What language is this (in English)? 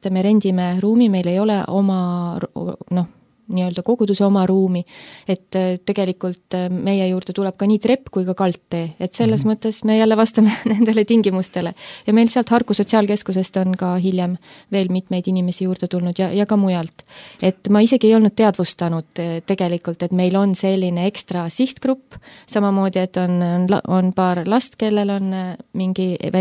Estonian